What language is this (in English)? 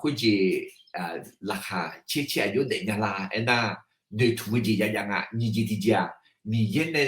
Akha